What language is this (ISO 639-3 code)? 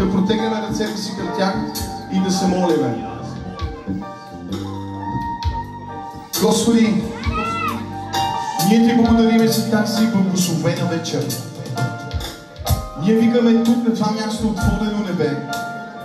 bul